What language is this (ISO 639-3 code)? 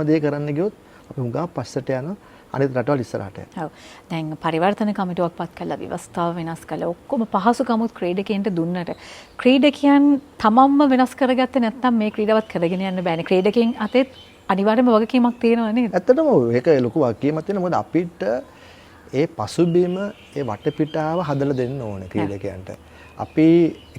sin